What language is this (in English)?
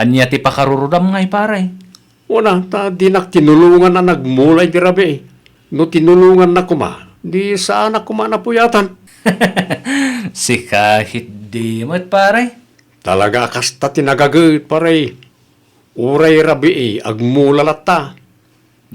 Iloko